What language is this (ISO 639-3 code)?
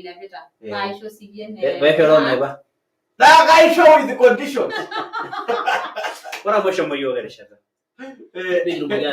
mas